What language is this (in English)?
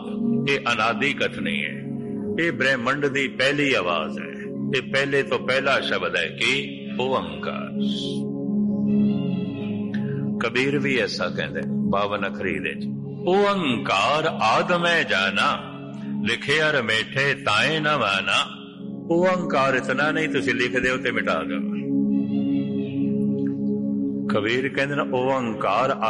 Punjabi